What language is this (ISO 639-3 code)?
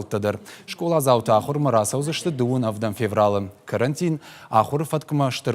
oss